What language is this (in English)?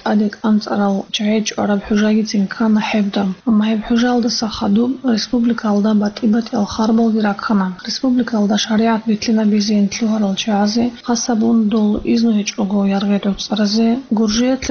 Avaric